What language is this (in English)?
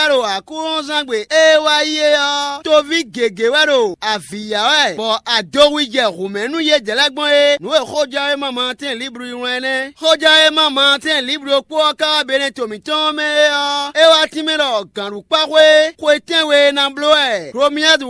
Fon